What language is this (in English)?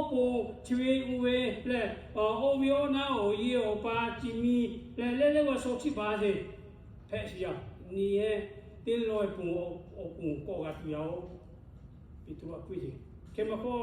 Lahu